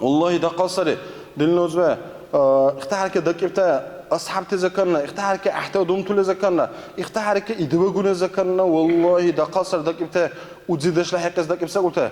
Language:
Dargwa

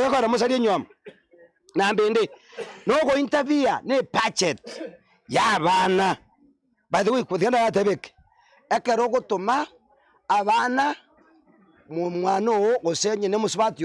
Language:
Gusii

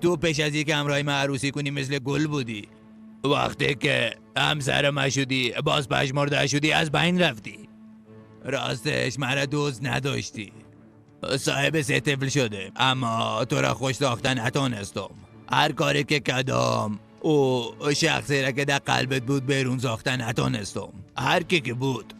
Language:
Persian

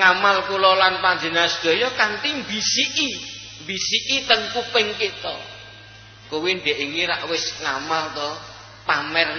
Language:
Javanese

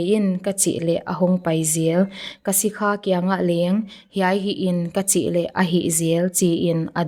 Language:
Paite Chin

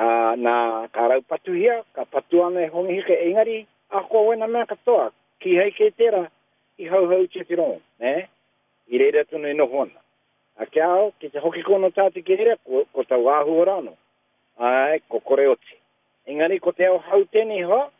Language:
Māori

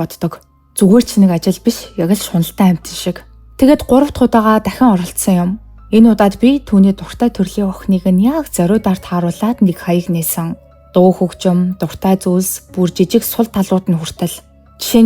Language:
Mongolian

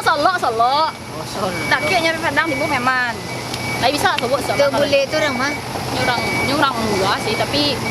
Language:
Minangkabau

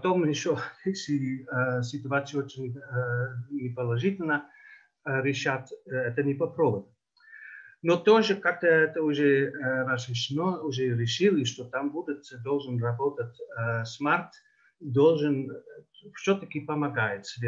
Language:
Russian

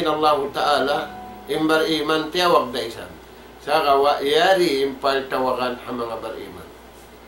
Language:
Tausug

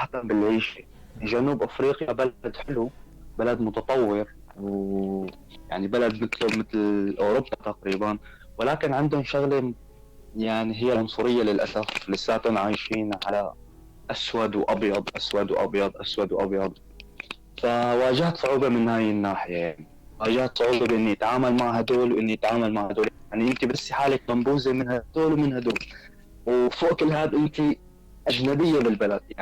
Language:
North Levantine Arabic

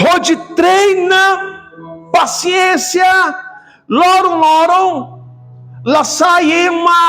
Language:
Tetum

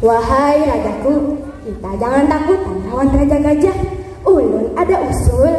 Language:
Banjar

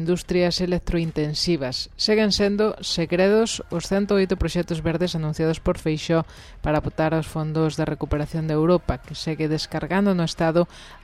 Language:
Galician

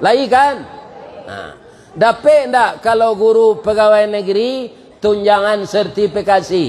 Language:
Minangkabau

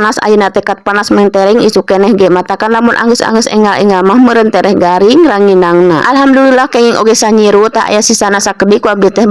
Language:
Sundanese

